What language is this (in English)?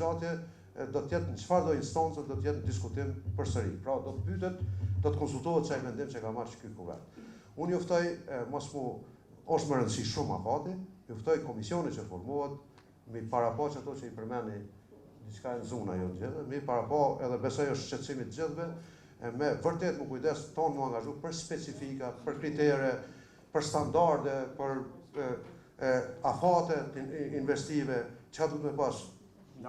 Albanian